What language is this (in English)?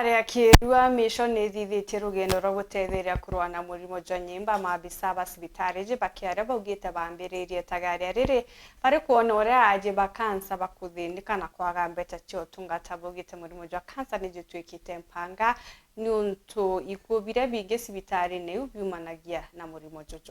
Meru